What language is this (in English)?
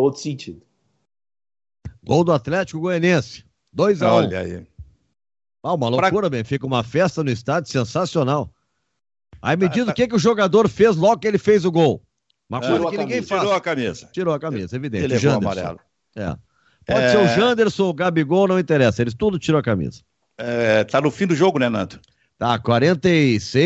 Portuguese